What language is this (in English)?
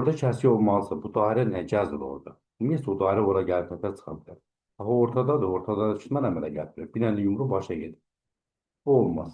Azerbaijani